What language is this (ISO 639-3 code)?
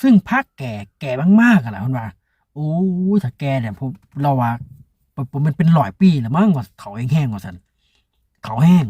tts